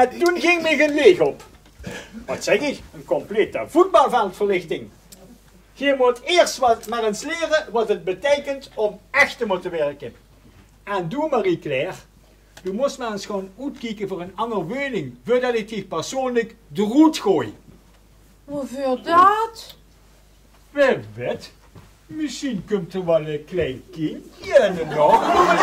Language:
Limburgish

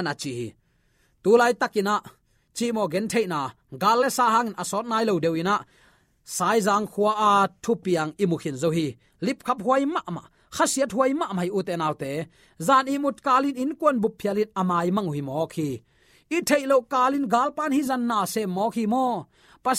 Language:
Tedim Chin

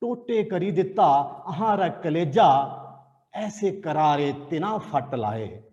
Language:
Dogri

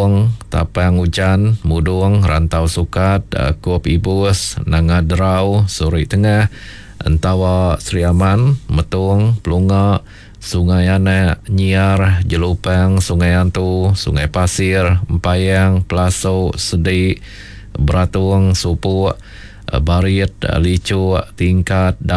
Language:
Iban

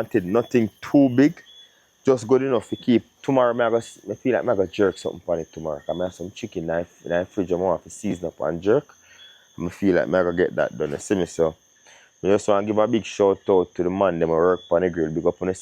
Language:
Jamaican Creole English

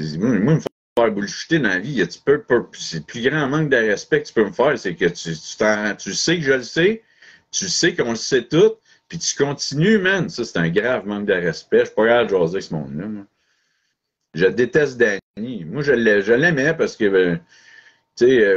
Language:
French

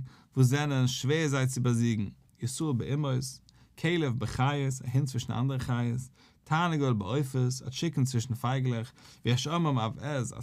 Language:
Yiddish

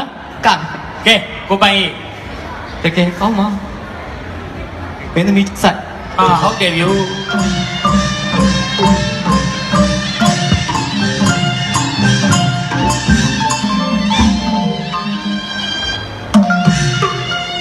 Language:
Burmese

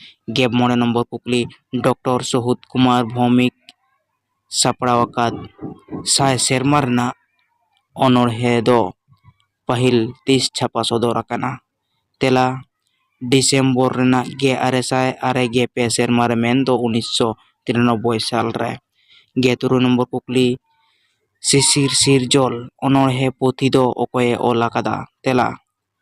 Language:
Santali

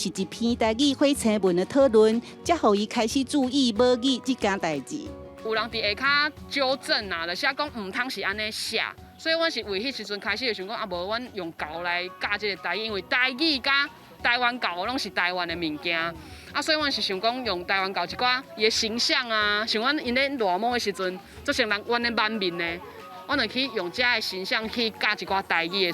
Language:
Min Nan Chinese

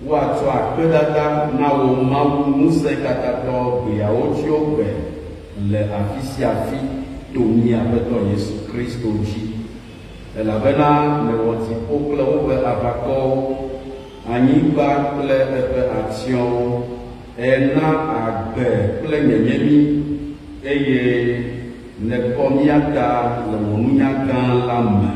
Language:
Ewe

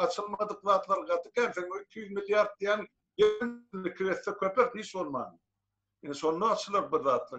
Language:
Turkmen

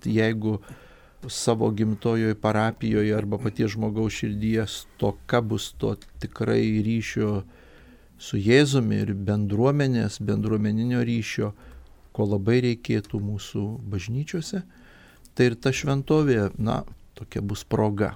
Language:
Lithuanian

